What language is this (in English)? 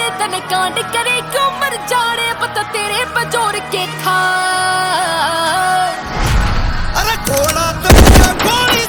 Punjabi